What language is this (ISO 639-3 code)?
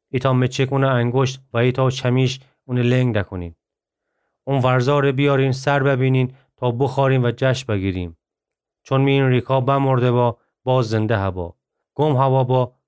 glk